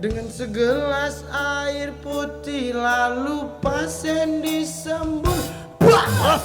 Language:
Musi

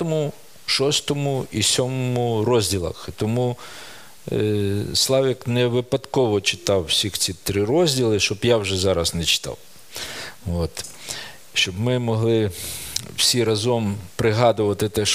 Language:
Ukrainian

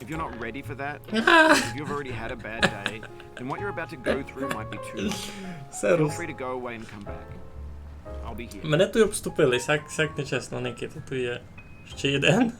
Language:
Rusyn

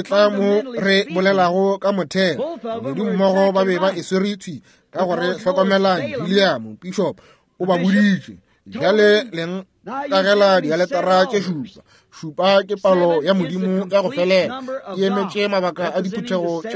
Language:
Northern Sotho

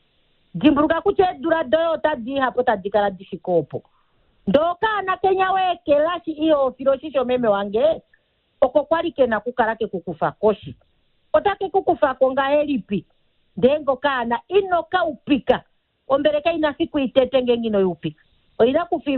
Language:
Kuanyama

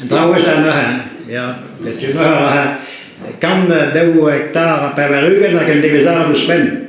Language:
Breton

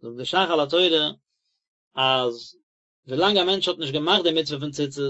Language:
Yiddish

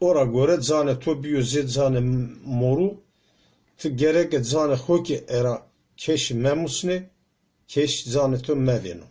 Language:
Zaza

